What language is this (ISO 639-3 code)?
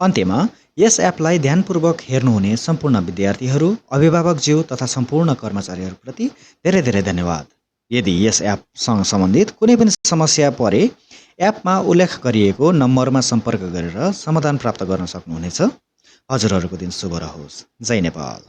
nep